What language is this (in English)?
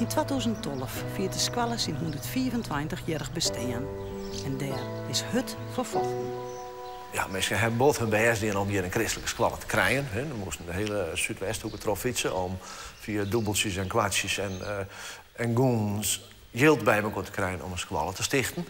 Western Frisian